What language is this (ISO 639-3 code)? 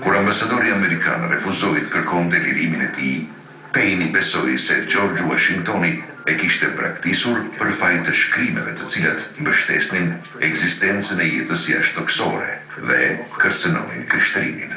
sqi